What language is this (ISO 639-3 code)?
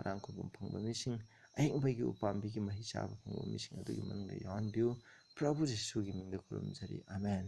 mni